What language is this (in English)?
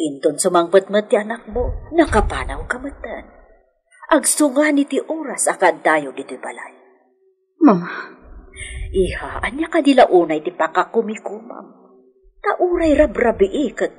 Iloko